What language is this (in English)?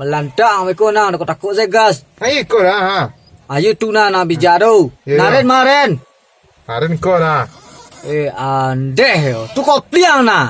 Minangkabau